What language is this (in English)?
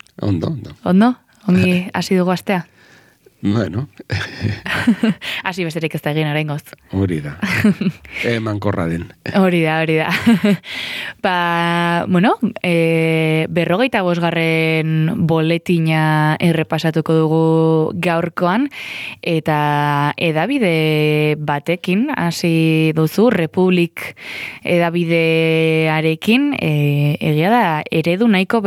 Basque